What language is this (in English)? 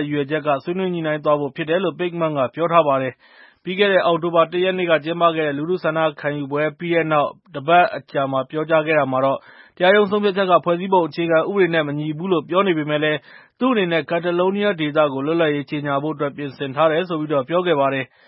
Burmese